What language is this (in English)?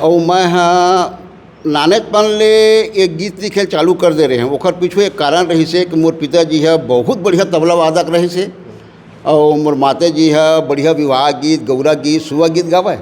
Chhattisgarhi